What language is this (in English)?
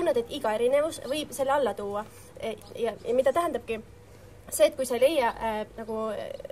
Estonian